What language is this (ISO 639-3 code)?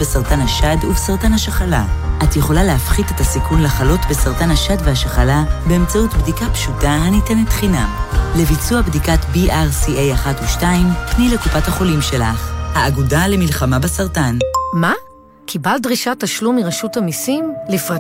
heb